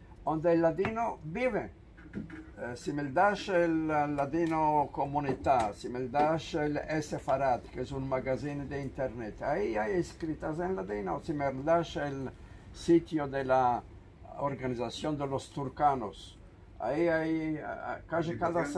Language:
Ladino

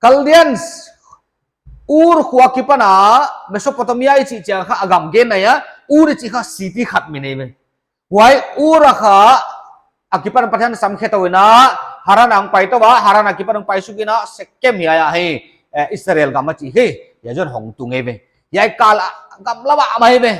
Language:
Paite Chin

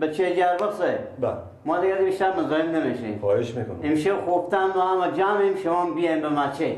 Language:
Persian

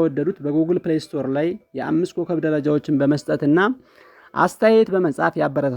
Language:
Amharic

